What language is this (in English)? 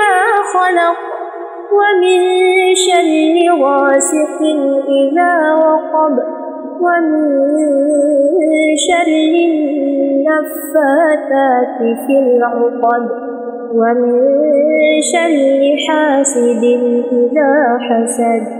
Arabic